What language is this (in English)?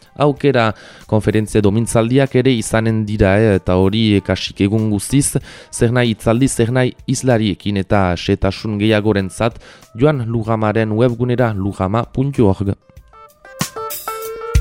Basque